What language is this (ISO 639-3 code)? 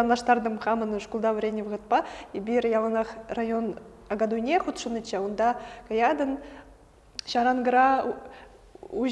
chv